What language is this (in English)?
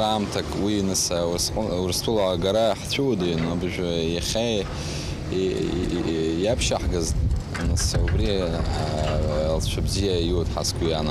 Abkhazian